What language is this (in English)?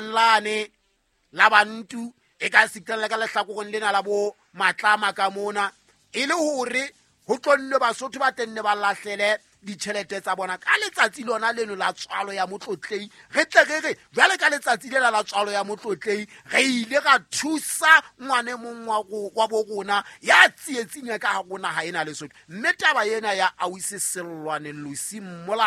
Southern Sotho